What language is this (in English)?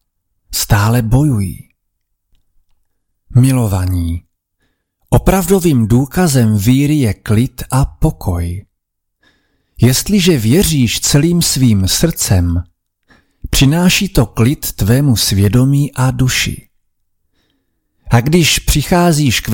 Czech